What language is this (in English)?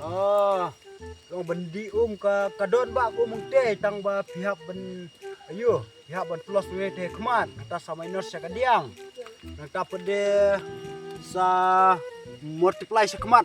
Khasi